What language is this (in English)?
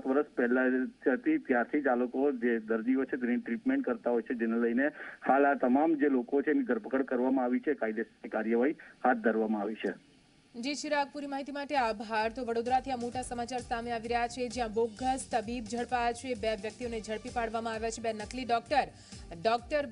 Gujarati